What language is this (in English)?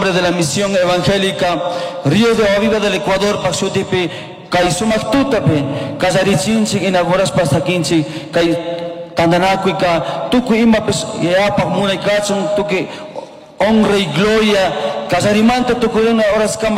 Chimborazo Highland Quichua